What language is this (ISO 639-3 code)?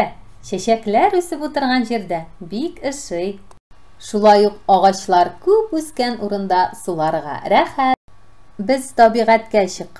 tat